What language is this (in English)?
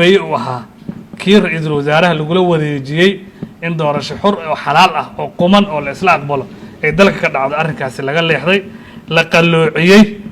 Somali